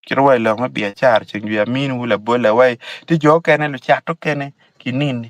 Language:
Acoli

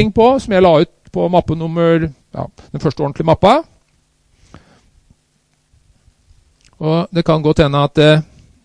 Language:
Norwegian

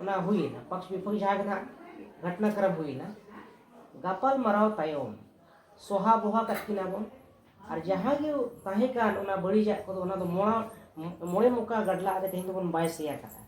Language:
Santali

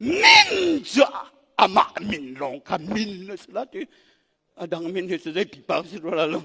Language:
Hakha Chin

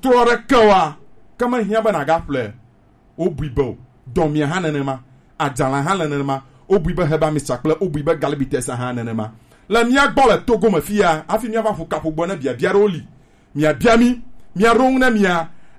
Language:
Gen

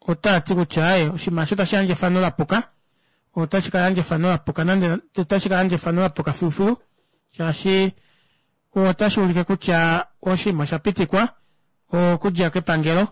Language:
Kuanyama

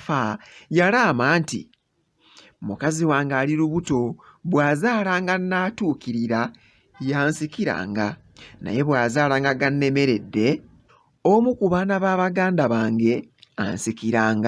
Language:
Ganda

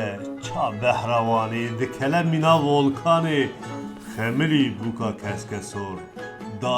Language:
Kurdish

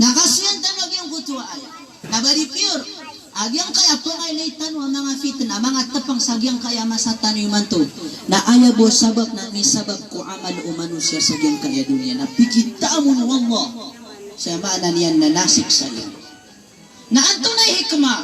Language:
Maranao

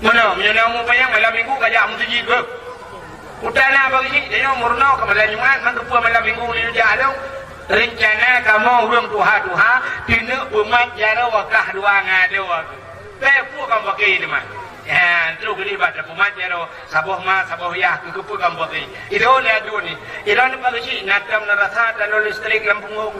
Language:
Achinese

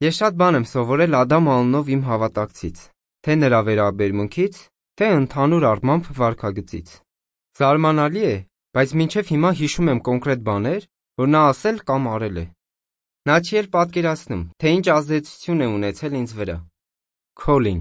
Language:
Armenian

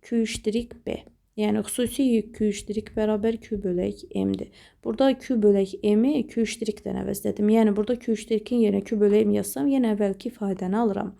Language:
Azerbaijani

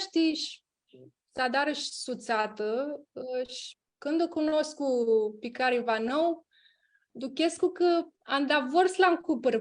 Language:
Aromanian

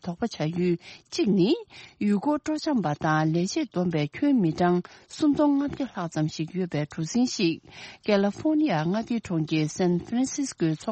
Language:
Tibetan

